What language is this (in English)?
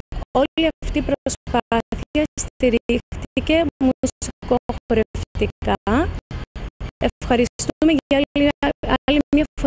Greek